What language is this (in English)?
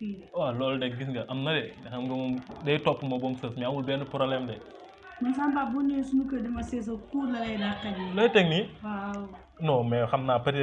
Wolof